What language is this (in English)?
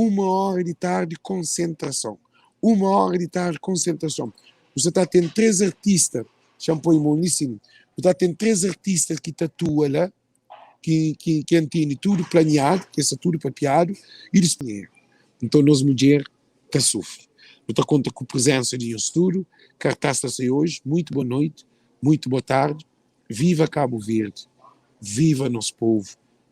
Kabuverdianu